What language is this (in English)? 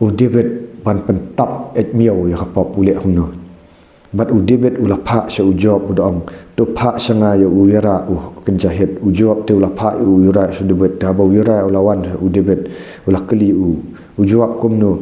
Khasi